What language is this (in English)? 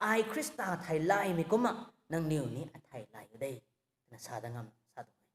Rongmei Naga